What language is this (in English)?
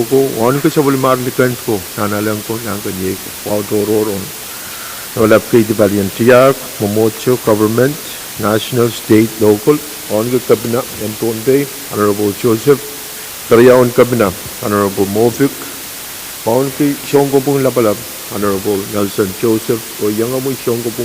Pohnpeian